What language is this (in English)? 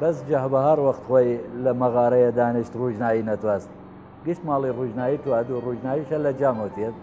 Southern Kurdish